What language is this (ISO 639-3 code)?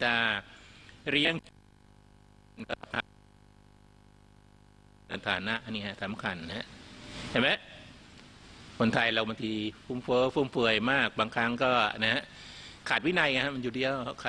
tha